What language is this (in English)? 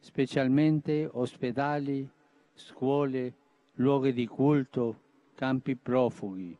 Tetum